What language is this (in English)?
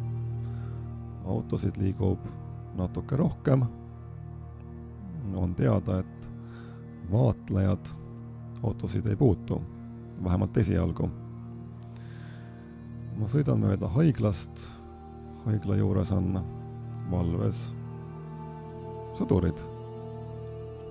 Estonian